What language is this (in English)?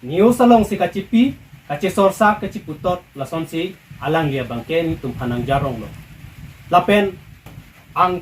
Karbi